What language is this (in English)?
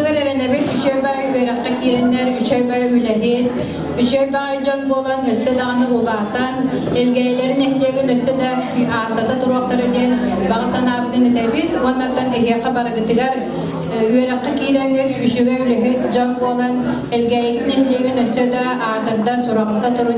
Yakut